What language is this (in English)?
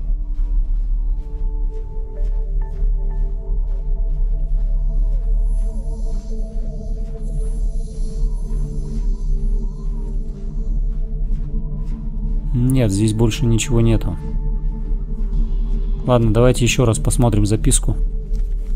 Russian